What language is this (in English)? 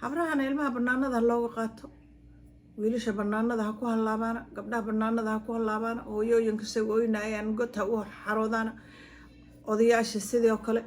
Somali